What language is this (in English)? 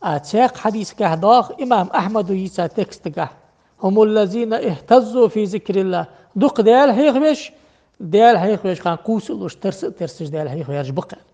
Ingush